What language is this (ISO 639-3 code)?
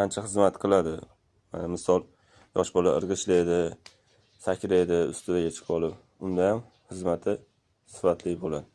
uzb